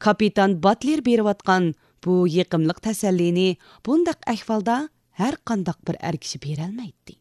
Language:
Uyghur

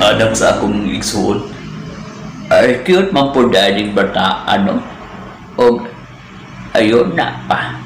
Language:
Cebuano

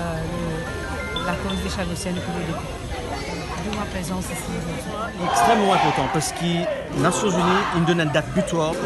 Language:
Morisyen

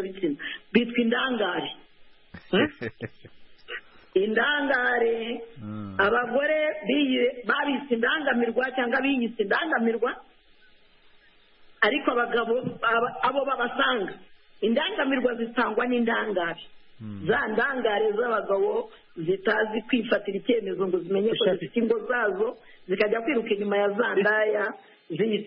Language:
Kinyarwanda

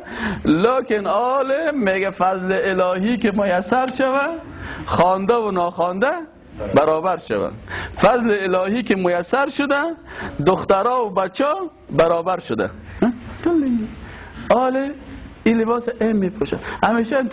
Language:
Persian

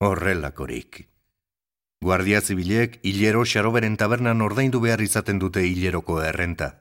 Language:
Basque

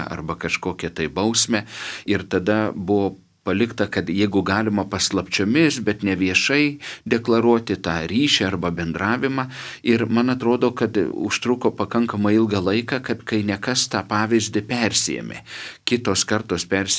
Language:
Lithuanian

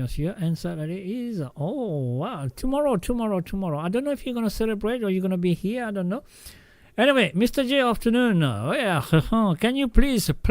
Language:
Morisyen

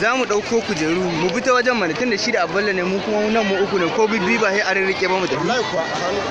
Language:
Hausa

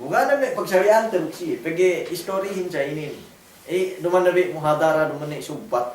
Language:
Yakan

